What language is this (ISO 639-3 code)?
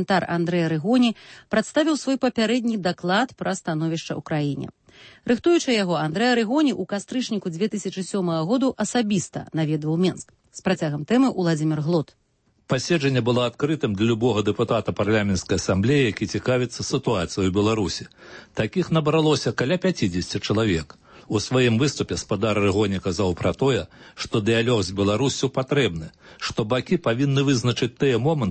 bel